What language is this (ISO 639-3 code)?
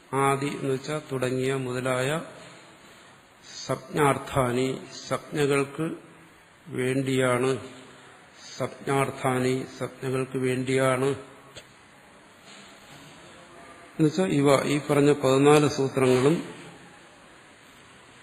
mal